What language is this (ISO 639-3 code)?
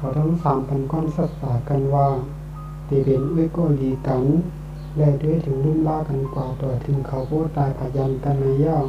shn